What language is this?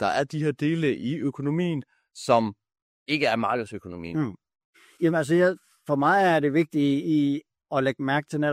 Danish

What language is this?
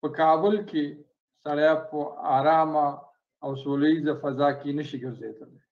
Pashto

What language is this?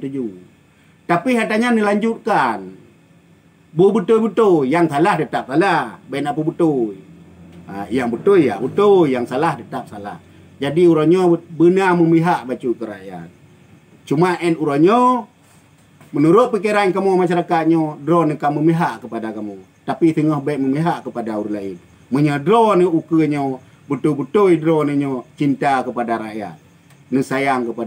Achinese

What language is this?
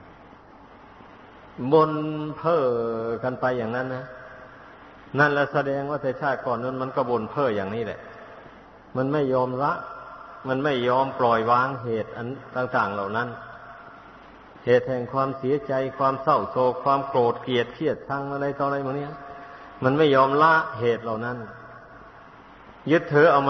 Thai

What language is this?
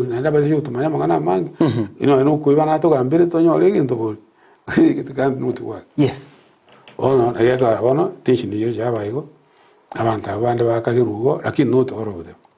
Gusii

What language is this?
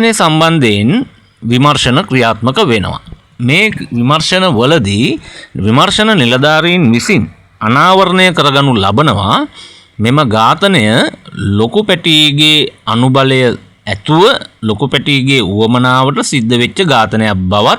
Sinhala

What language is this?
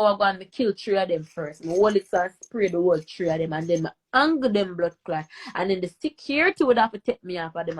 Jamaican Creole English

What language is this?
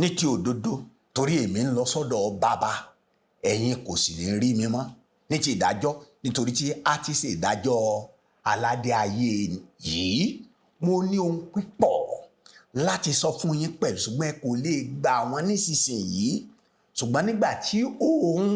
Yoruba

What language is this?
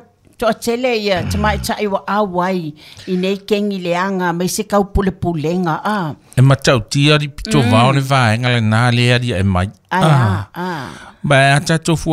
Samoan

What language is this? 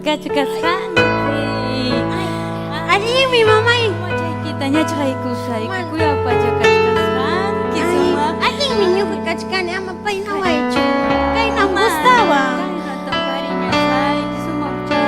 Ayacucho Quechua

